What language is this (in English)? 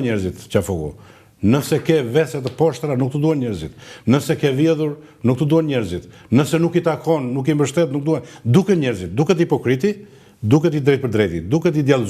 Albanian